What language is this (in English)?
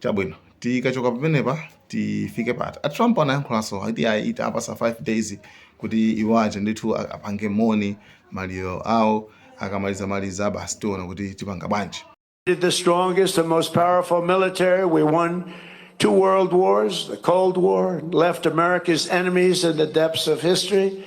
Nyanja